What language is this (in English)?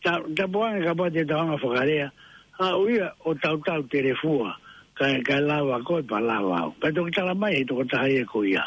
Tongan